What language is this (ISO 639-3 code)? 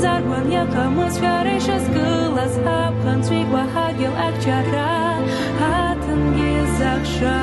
abk